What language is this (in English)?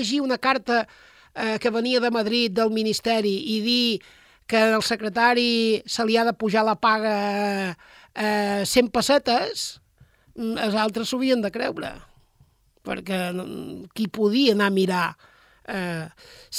Catalan